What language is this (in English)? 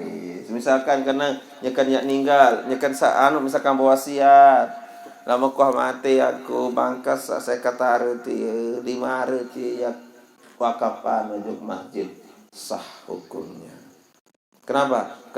Sasak